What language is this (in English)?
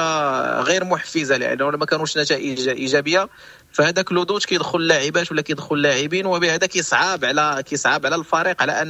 Moroccan Arabic